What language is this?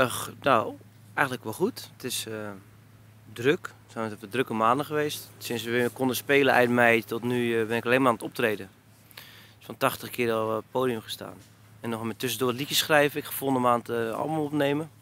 Dutch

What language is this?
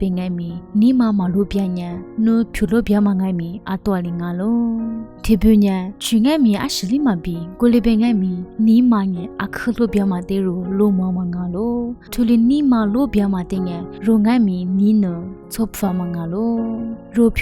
Lisu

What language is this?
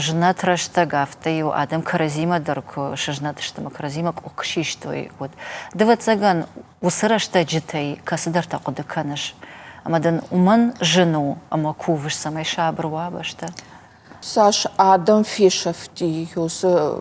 Ossetic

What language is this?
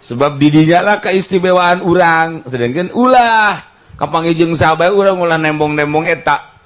Sundanese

